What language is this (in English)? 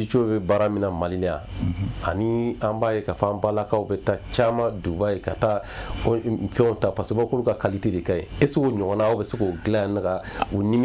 Bambara